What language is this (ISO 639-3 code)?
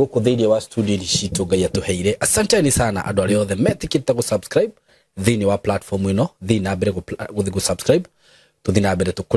kik